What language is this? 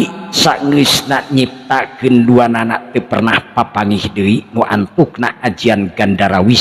Sundanese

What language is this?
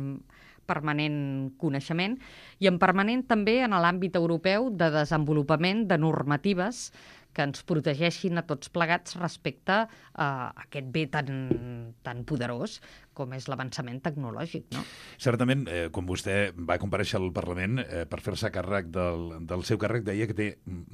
Catalan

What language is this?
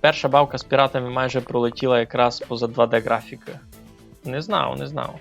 Rusyn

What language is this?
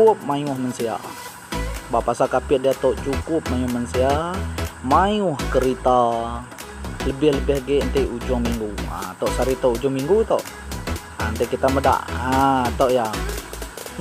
Iban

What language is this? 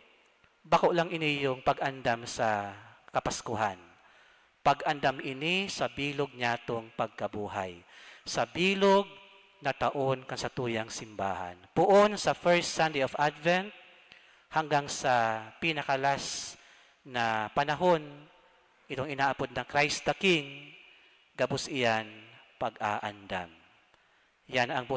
Bikol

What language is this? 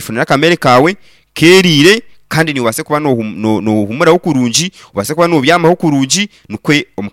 Nyankole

